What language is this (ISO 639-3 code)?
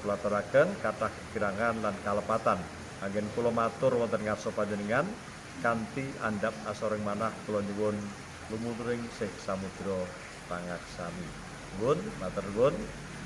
jav